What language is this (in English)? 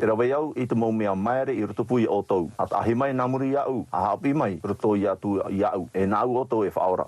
Tahitian